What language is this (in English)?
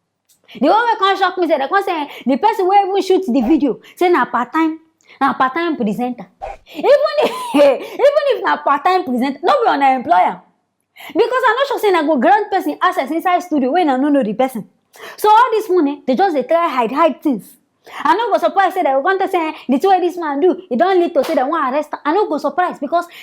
Nigerian Pidgin